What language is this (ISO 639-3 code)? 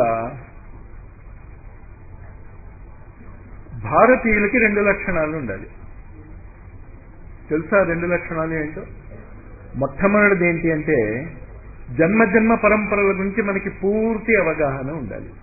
tel